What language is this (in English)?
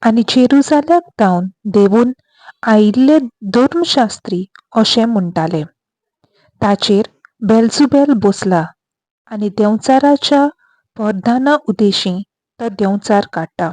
Konkani